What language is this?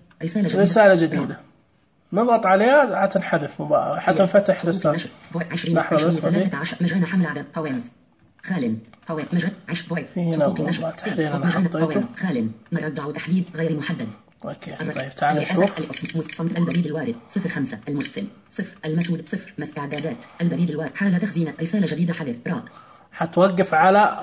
Najdi Arabic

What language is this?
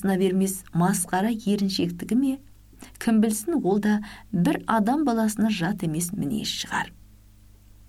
Kazakh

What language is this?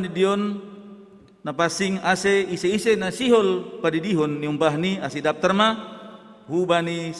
Batak Simalungun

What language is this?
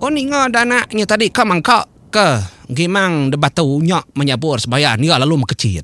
Iban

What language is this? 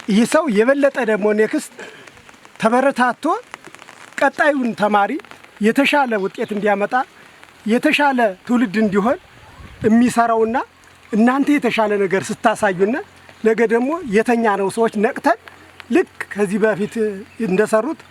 Amharic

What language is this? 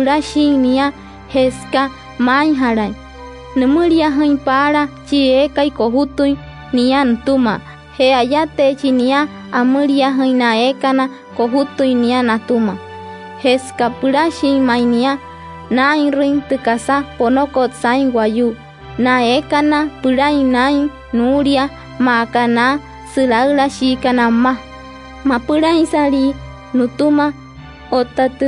Wayuu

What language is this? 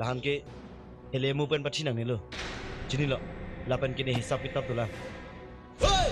Karbi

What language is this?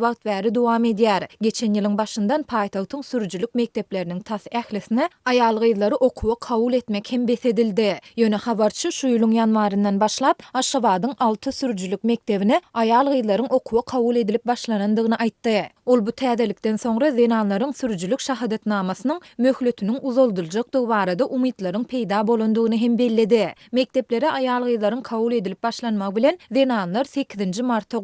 Turkmen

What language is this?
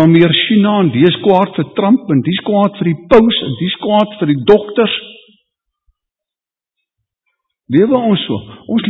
Afrikaans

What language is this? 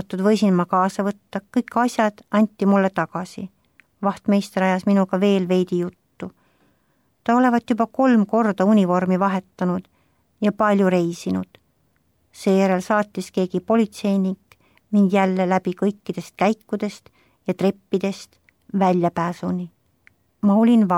Estonian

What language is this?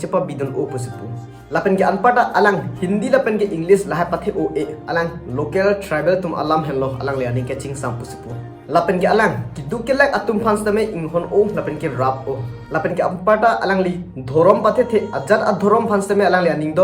Karbi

